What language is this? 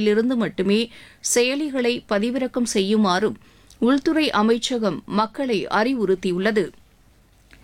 Tamil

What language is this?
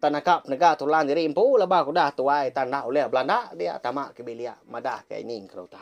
Iban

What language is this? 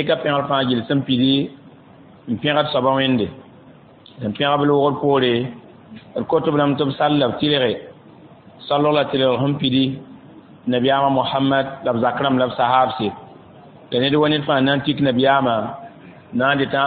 Mossi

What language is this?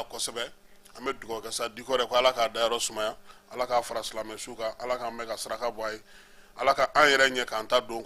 Bambara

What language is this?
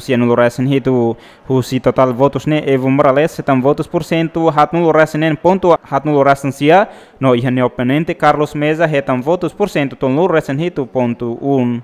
Tetum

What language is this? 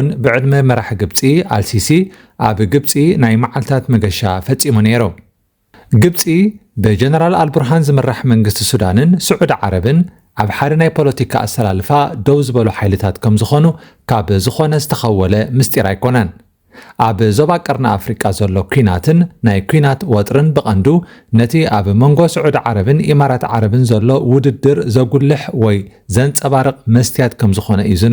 Tigrinya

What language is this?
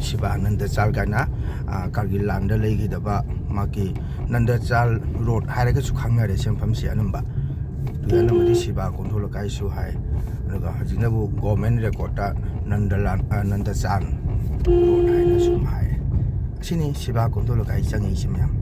Manipuri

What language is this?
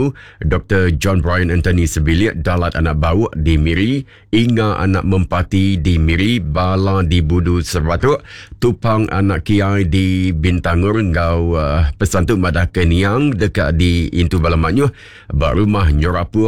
Iban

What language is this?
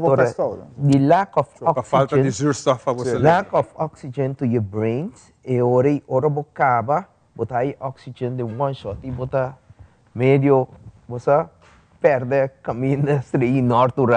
Papiamento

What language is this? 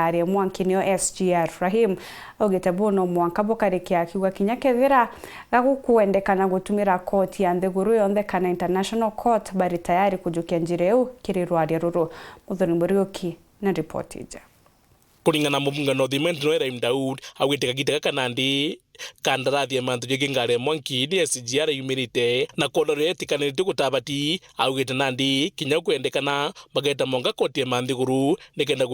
Meru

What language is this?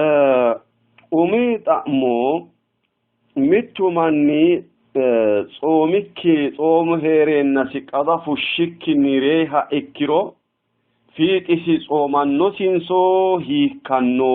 Sidamo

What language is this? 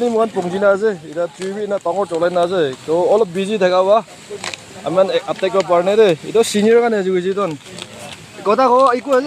Naga Pidgin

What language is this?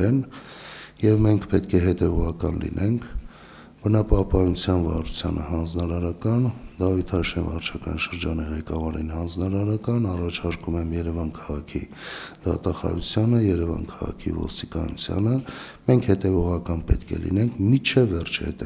Armenian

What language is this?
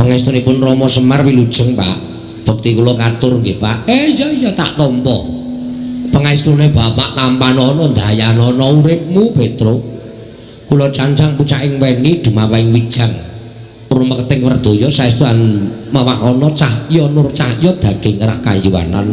Javanese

